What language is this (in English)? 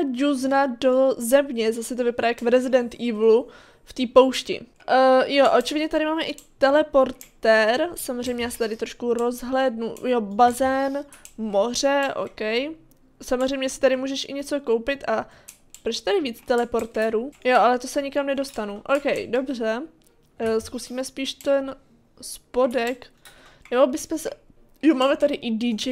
Czech